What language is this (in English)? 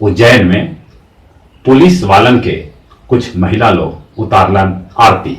Magahi